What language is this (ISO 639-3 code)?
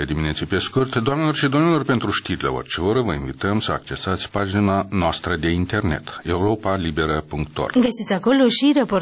ron